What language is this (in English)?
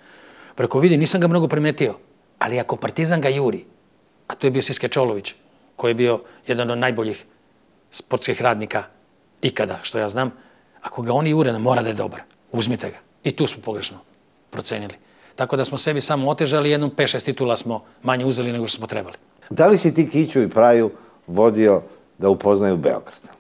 Serbian